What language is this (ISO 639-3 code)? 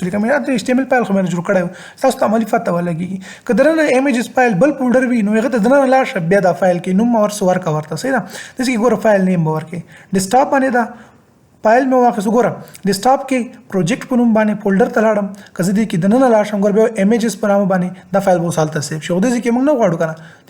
pus